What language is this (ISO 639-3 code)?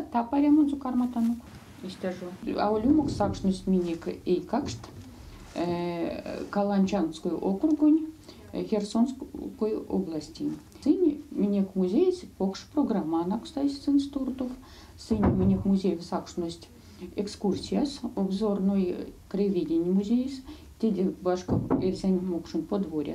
myv